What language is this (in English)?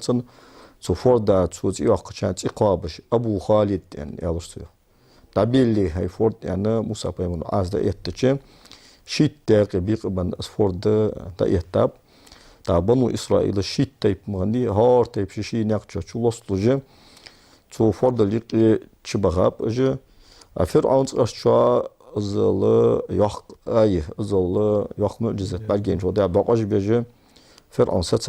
Ingush